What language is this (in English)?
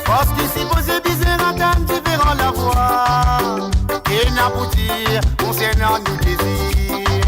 Morisyen